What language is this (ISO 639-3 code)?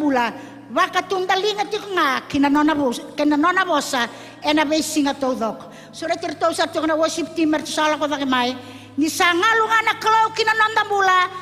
fij